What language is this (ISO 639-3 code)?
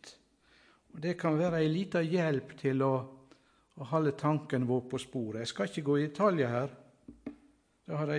nor